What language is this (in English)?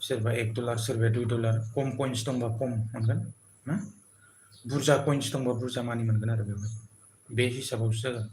Bodo